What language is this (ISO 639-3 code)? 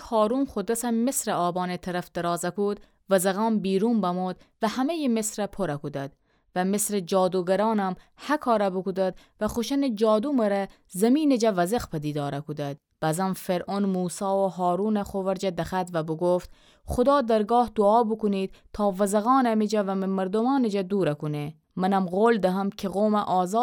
glk